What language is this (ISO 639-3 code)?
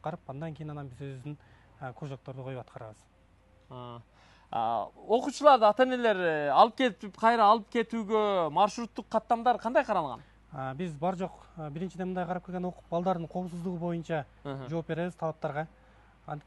kir